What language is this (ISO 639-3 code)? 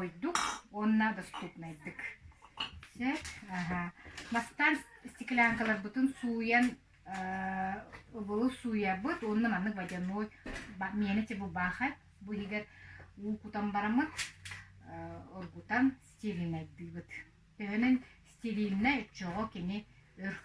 sah